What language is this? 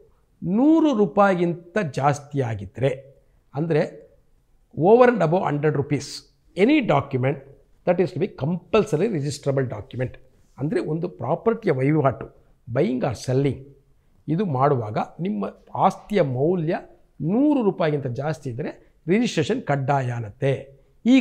Kannada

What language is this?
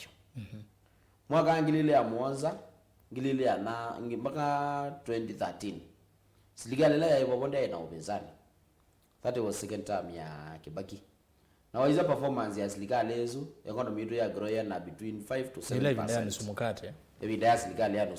Kamba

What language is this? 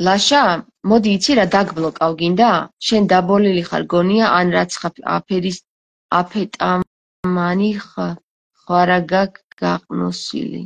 Georgian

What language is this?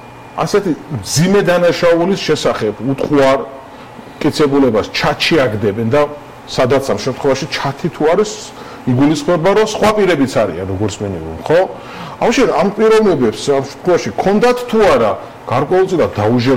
Georgian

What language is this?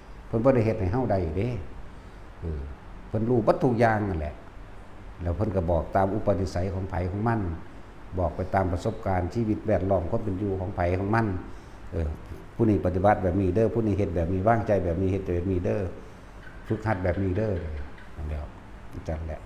Northeastern Thai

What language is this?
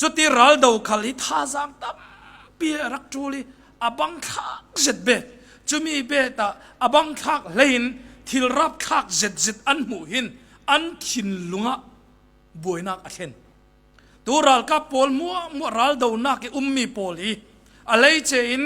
Falam Chin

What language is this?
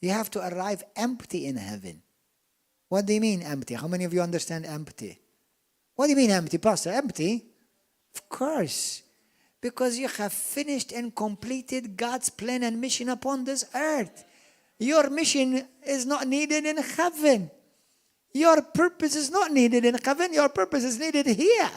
English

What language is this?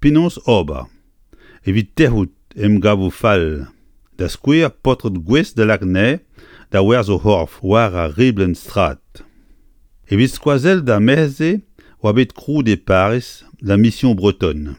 Breton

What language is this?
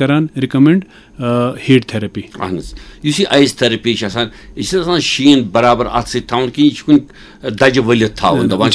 Kashmiri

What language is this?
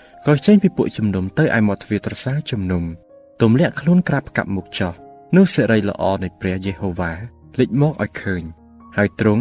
Khmer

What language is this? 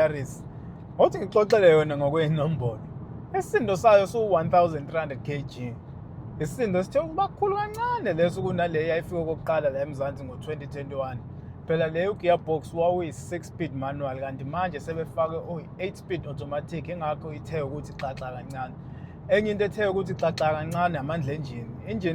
Zulu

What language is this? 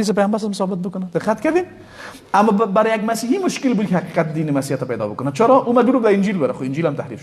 Persian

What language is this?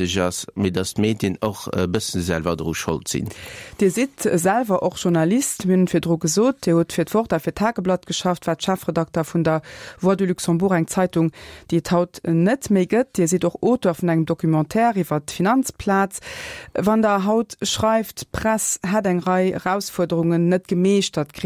Luxembourgish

